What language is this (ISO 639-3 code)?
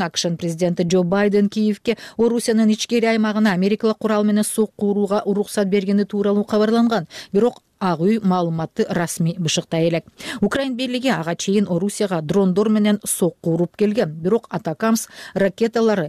kir